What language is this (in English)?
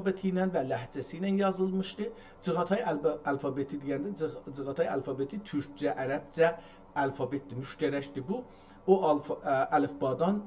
South Azerbaijani